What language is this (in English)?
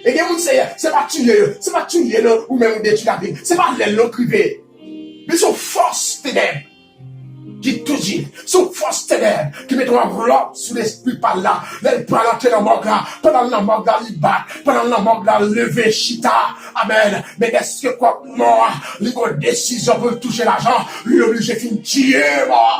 Haitian Creole